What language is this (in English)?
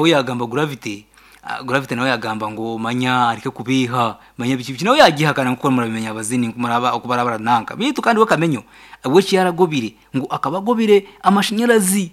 Nyankole